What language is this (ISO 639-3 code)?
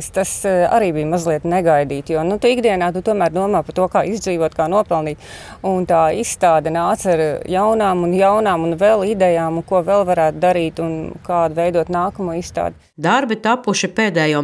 lav